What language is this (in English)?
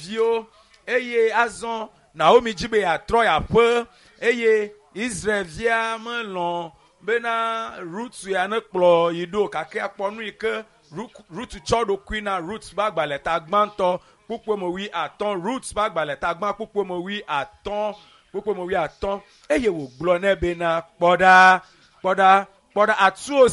Ewe